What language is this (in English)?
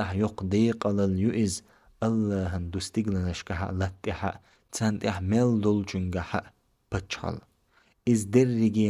Chechen